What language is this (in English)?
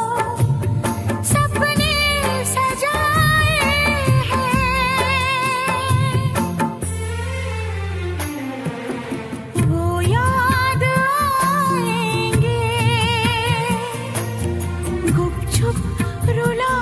Hindi